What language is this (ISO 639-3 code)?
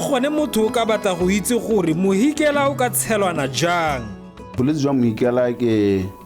tsn